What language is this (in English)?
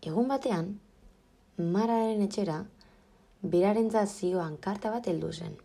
Basque